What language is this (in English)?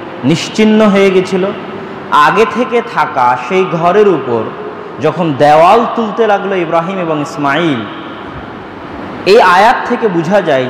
Bangla